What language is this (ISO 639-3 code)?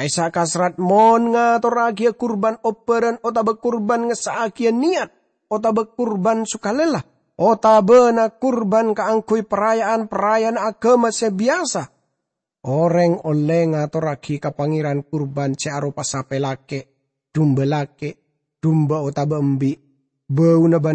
mad